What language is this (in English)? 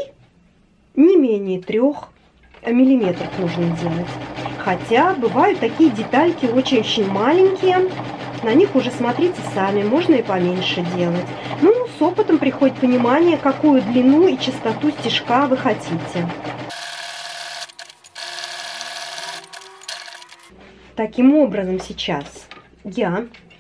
Russian